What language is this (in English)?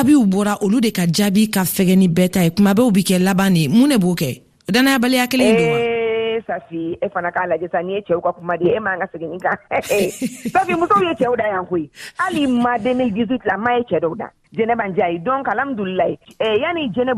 Bambara